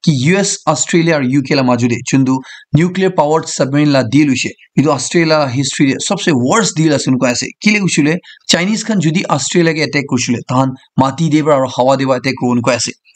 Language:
Naga Pidgin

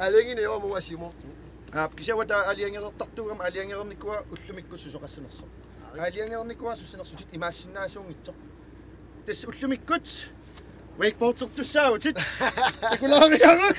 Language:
Kalaallisut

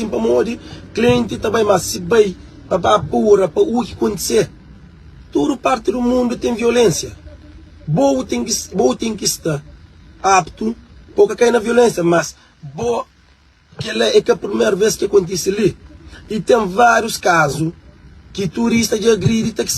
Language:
Kabuverdianu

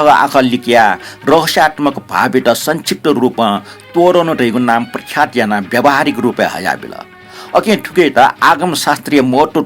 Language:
Newari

